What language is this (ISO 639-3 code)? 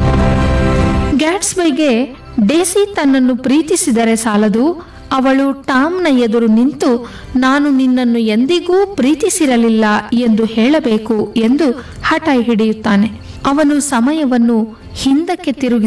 kan